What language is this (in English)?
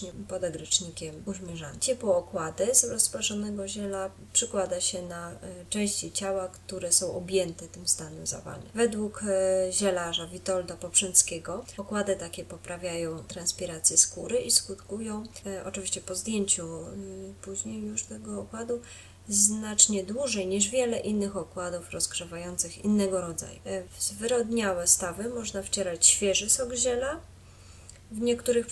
Polish